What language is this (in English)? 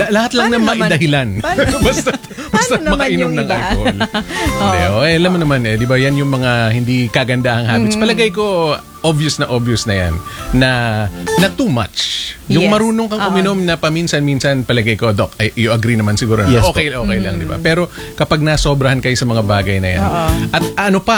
Filipino